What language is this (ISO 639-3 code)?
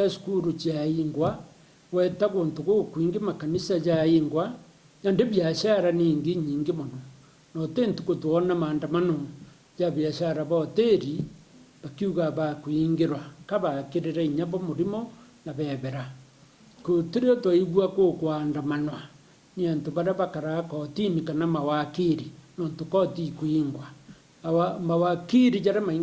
mer